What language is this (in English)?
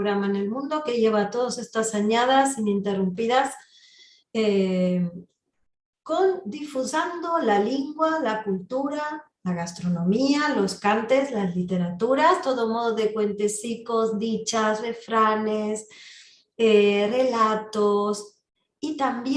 Ladino